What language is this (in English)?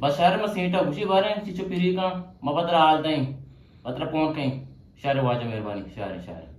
Eastern Balochi